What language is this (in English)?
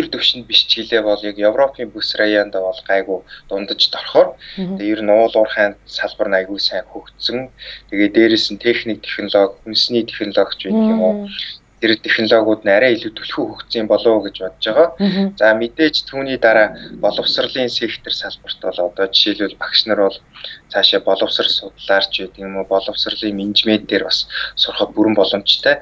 Mongolian